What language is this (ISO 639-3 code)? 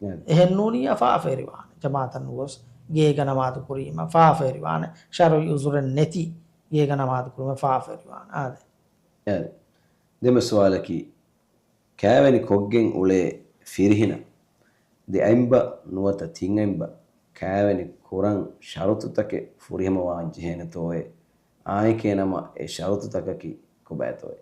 div